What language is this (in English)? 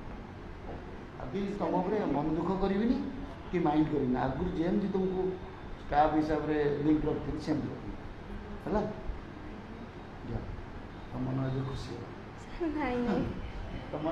Odia